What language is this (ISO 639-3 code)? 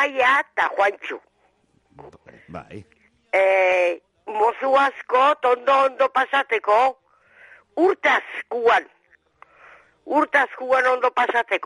eus